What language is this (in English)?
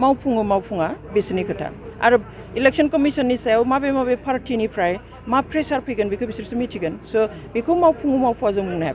Bodo